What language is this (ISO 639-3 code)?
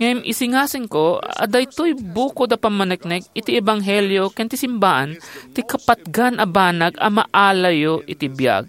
ilo